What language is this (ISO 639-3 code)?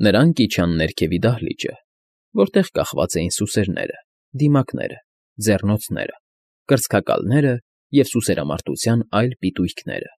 hye